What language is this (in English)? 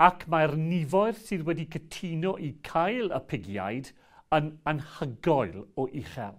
Welsh